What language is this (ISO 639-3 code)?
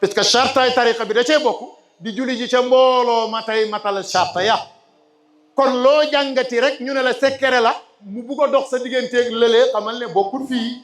wol